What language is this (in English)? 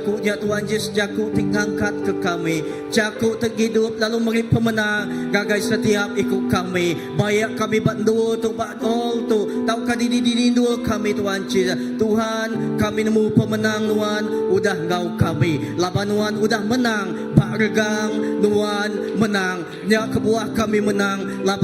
Iban